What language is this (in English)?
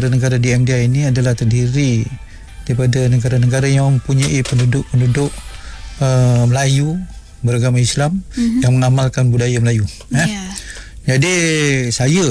Malay